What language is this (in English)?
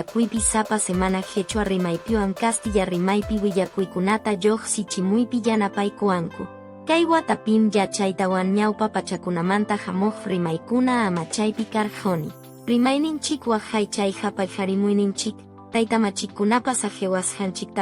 Quechua